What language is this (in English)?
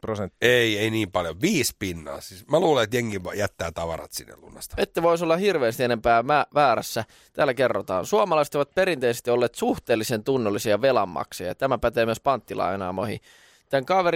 Finnish